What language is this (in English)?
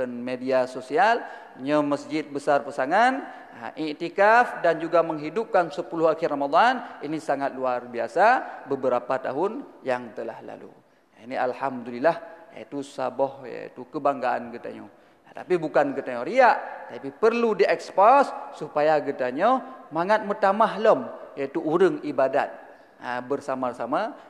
Achinese